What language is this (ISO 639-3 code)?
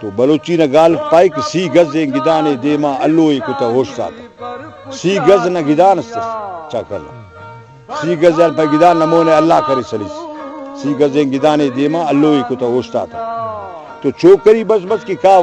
brh